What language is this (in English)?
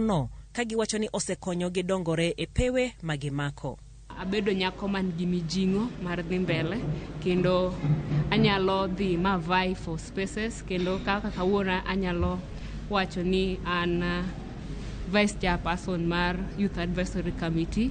Luo (Kenya and Tanzania)